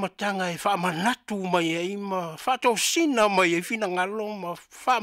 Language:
Samoan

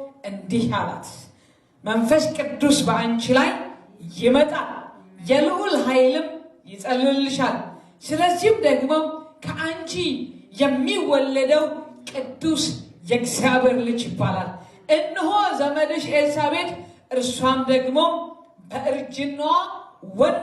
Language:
Amharic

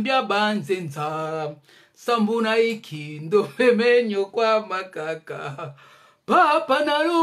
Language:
Lingala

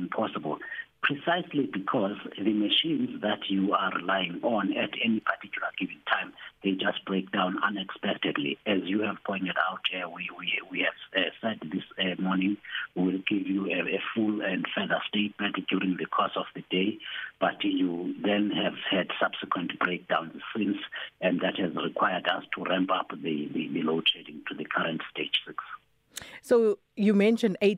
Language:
English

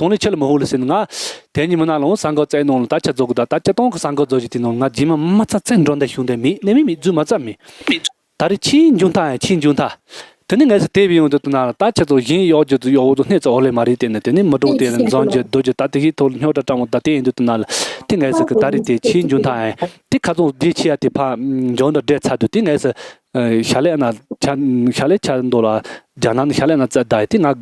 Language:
Tibetan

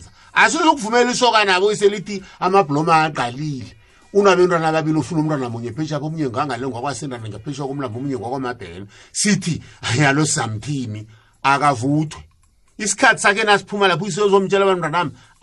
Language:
South Ndebele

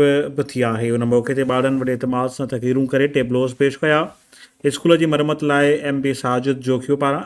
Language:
Sindhi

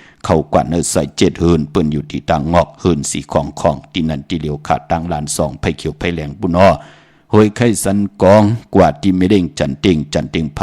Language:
Shan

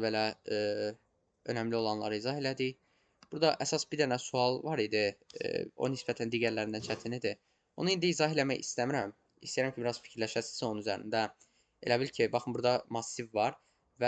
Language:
Azerbaijani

